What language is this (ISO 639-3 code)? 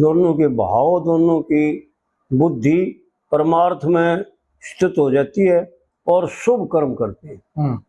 bgc